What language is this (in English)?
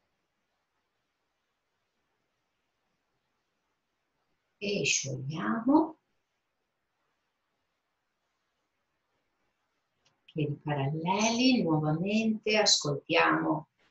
Italian